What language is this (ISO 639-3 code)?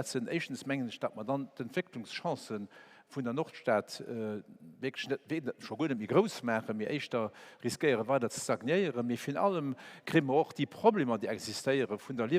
ltz